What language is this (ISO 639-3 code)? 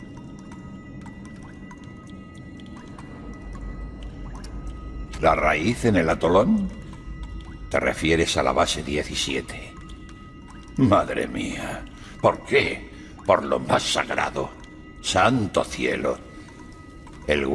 spa